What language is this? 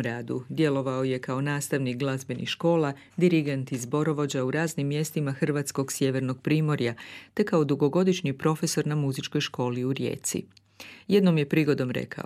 Croatian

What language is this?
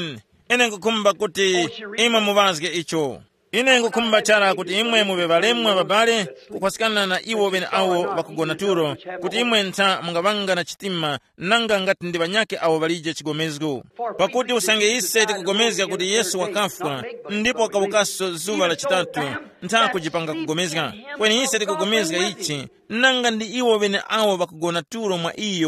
Tumbuka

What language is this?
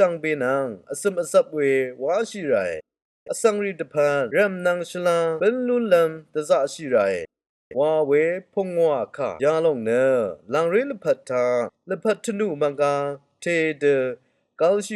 Rawang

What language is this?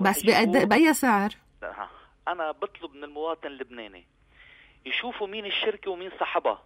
North Levantine Arabic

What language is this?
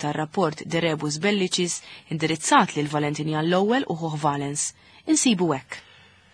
Maltese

